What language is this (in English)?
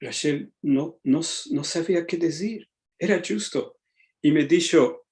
Ladino